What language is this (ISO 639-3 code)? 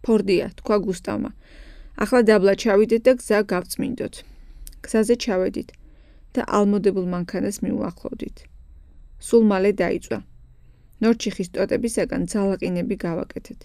kat